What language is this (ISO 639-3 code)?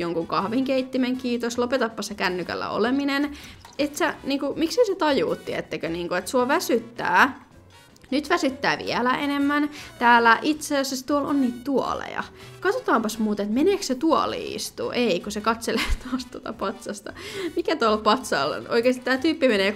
fin